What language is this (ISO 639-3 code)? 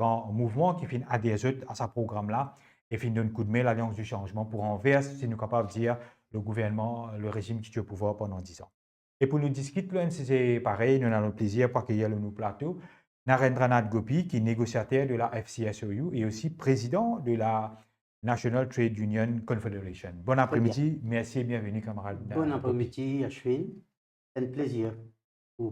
mfe